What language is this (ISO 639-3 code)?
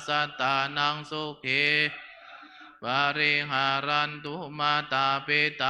pli